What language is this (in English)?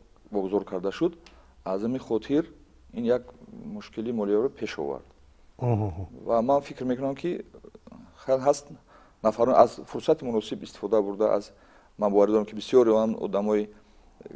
Tajik